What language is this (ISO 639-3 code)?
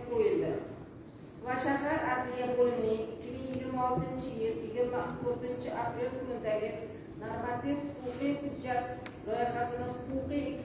uzb